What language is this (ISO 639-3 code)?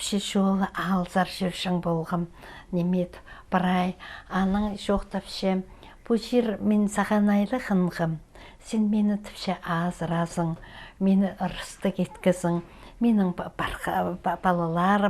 kjh